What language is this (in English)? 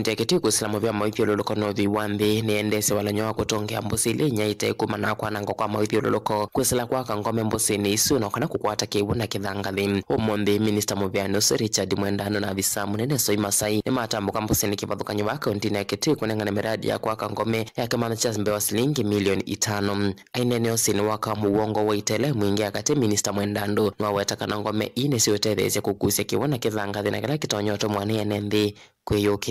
Kamba